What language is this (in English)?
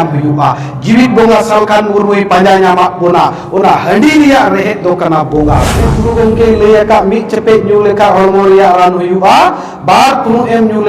Santali